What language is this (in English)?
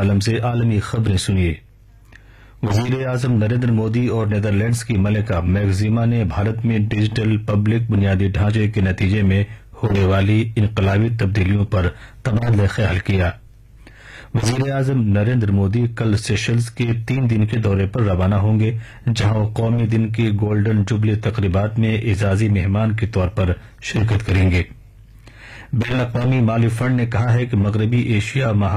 Urdu